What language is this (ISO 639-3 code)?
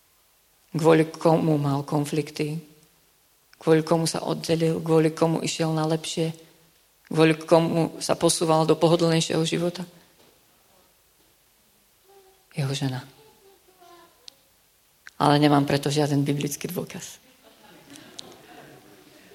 slk